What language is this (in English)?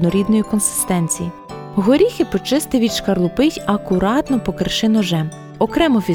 Ukrainian